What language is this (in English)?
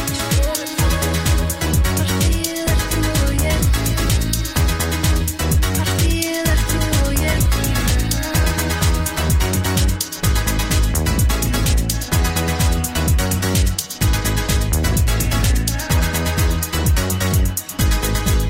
Icelandic